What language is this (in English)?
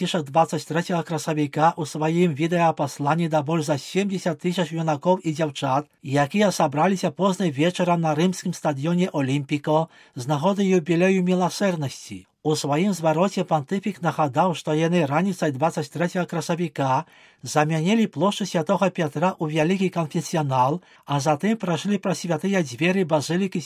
Belarusian